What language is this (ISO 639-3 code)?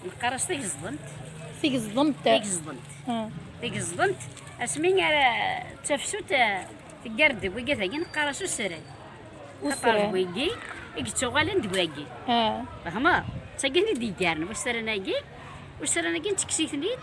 kab